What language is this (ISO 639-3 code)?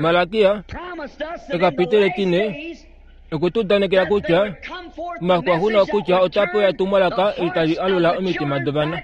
kua